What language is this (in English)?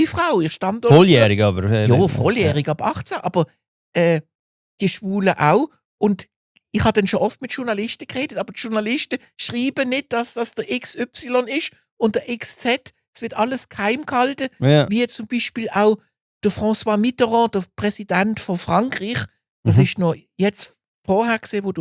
Swiss German